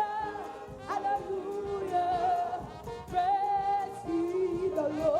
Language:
Ewe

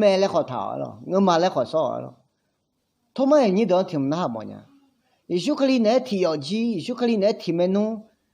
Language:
Akha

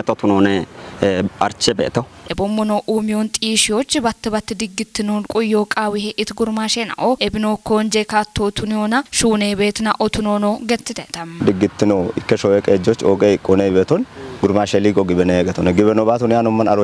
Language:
Kafa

